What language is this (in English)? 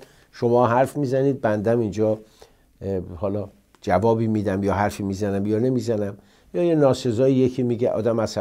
Persian